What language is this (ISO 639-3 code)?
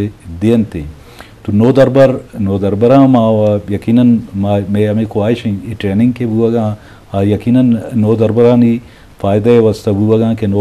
bgp